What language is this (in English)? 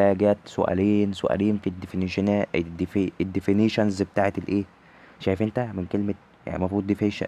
Egyptian Arabic